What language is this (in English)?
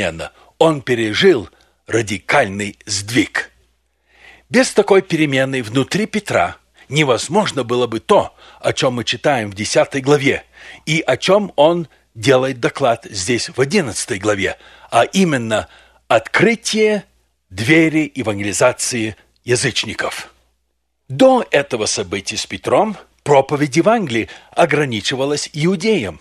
Russian